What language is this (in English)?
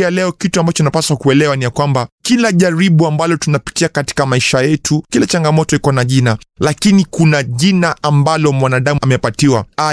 Swahili